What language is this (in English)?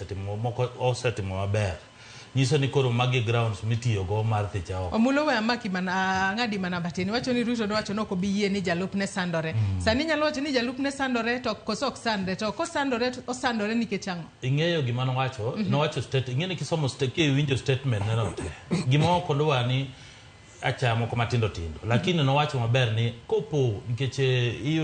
Luo (Kenya and Tanzania)